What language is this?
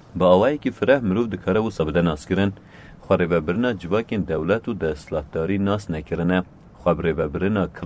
Kurdish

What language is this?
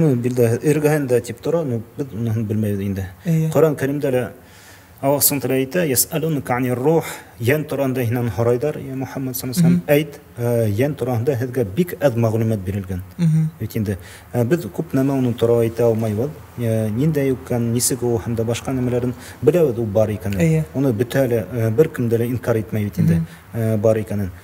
Bashkir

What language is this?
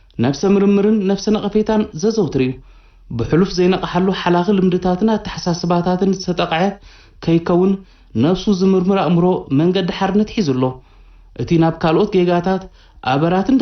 Tigrinya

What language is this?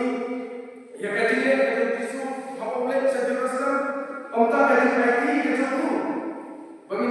Khasi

